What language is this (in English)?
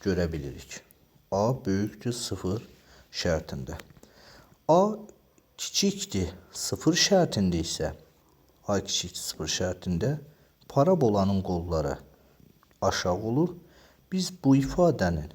Azerbaijani